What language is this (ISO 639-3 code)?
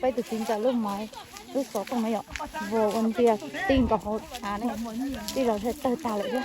hmn